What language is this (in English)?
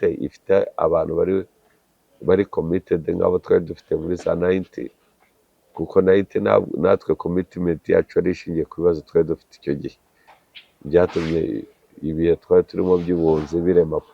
Kinyarwanda